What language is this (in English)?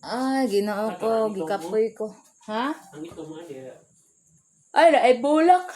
Cebuano